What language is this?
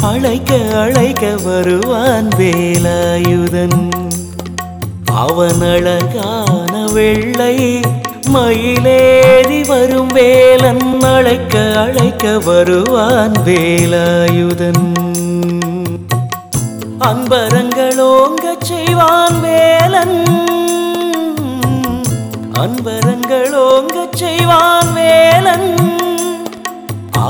Tamil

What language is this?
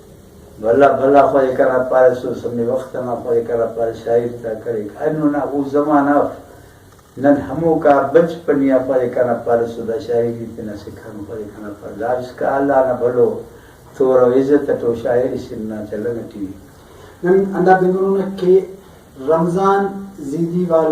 Brahui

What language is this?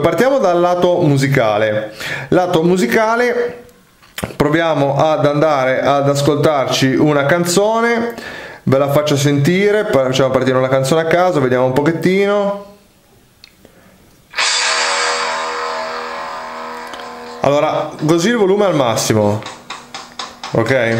Italian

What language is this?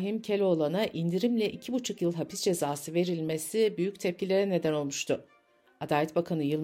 Turkish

